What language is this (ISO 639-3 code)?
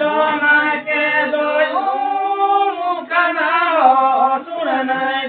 sat